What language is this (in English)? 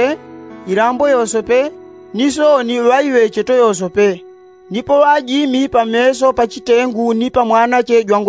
Yao